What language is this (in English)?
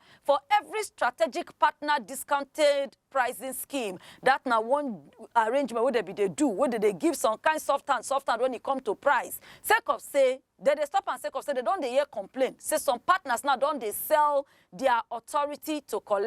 Nigerian Pidgin